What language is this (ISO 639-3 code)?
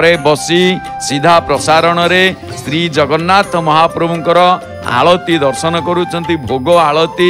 ori